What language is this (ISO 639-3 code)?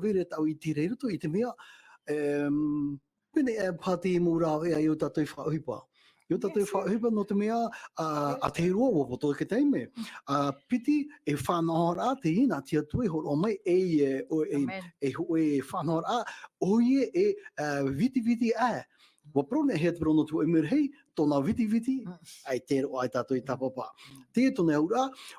tah